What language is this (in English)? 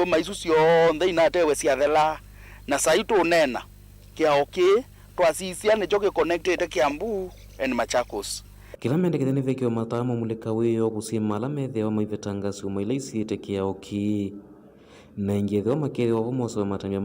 Kamba